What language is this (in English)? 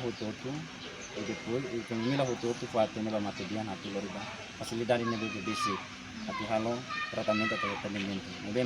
Tetum